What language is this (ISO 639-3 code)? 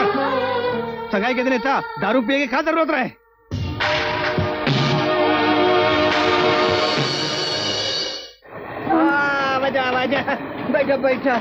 bho